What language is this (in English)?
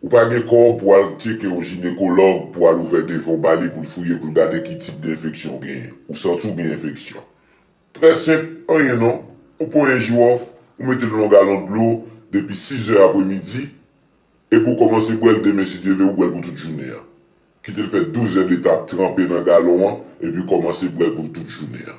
Haitian Creole